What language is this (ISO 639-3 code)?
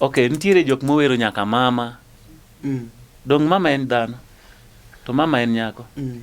luo